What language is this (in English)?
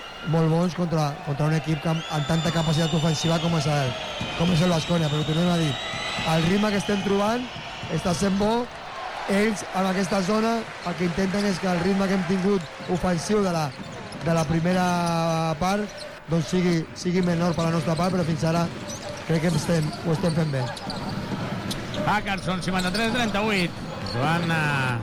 Catalan